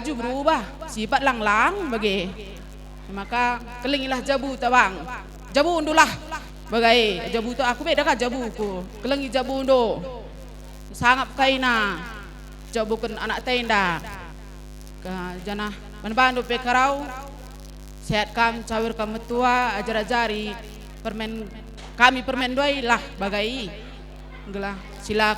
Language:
Batak Karo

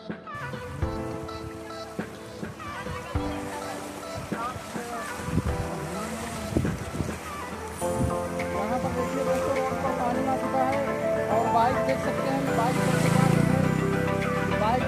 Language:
Hindi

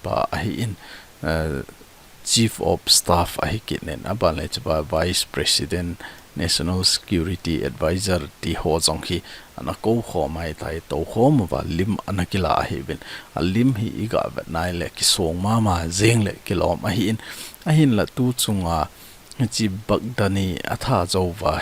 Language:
Thado Chin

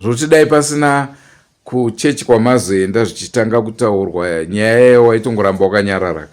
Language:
Shona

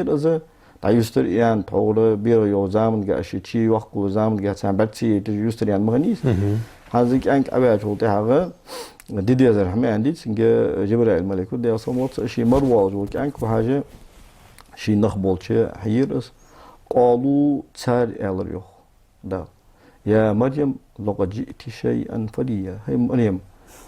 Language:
Ingush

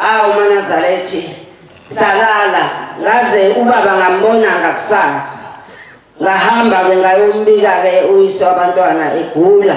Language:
Zulu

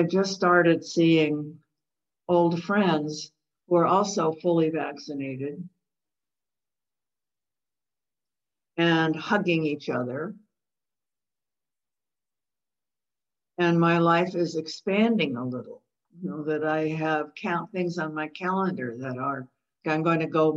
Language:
English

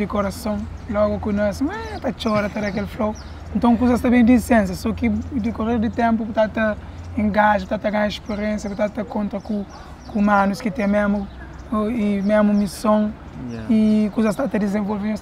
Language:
Kabuverdianu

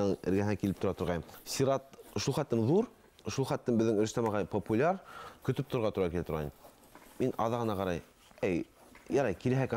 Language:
Bashkir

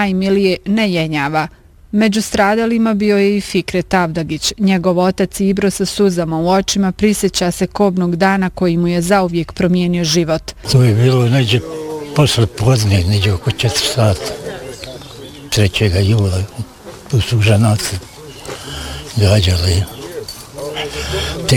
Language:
Bosnian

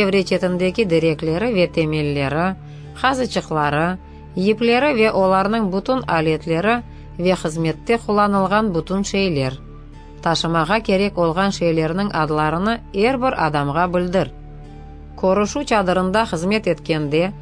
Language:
Crimean Tatar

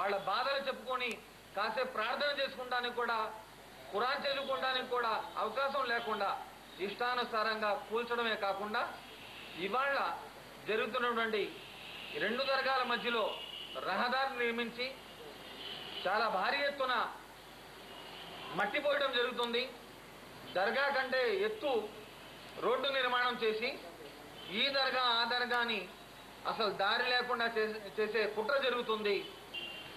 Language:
Telugu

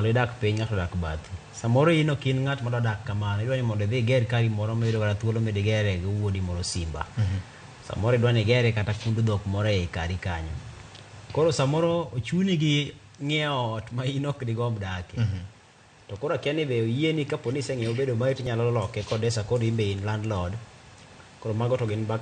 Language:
Luo (Kenya and Tanzania)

